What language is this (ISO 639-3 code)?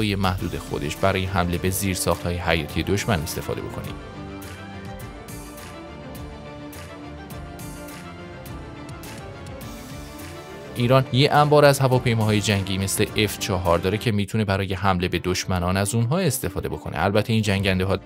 fas